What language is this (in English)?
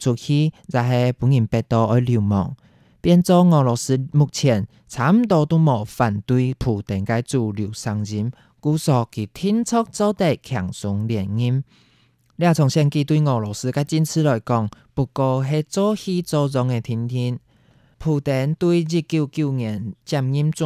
Hakka Chinese